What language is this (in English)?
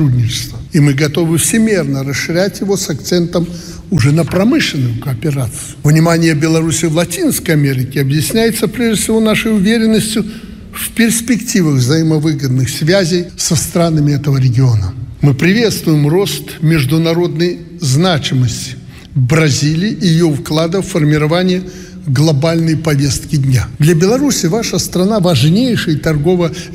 Russian